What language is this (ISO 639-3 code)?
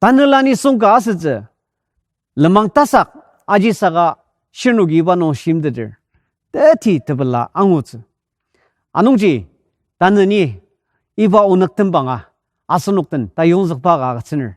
njo